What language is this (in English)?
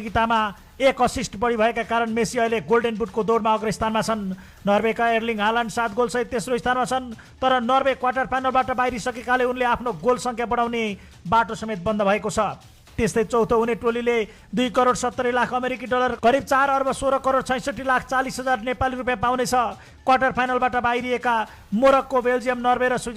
Nepali